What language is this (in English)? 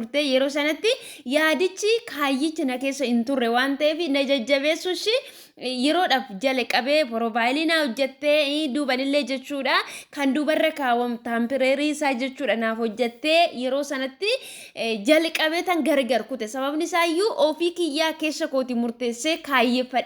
Oromo